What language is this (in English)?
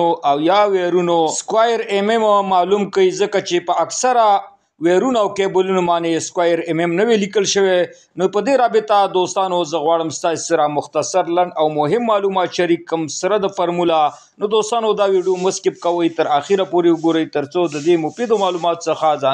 Pashto